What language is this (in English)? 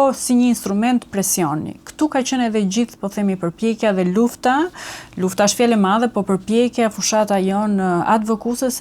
Albanian